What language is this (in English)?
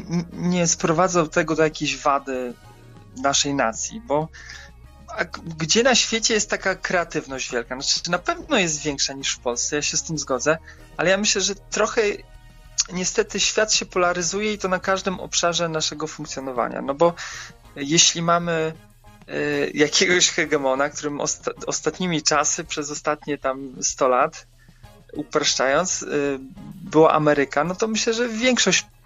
Polish